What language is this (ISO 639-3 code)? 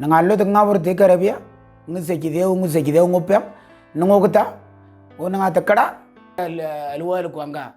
mor